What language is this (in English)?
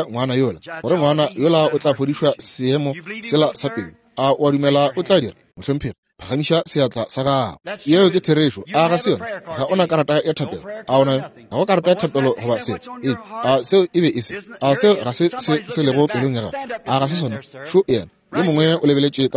Northern Sotho